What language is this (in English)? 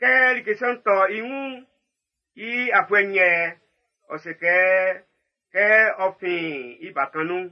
Baoulé